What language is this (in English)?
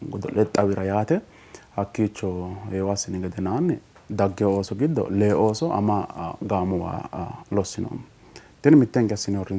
Sidamo